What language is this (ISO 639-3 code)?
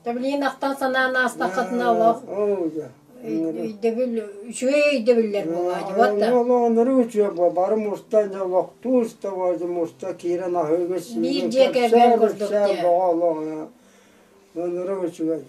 sah